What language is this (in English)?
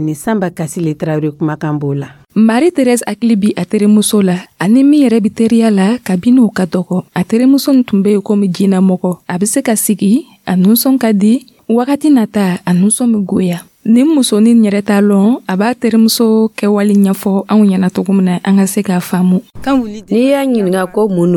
Dyula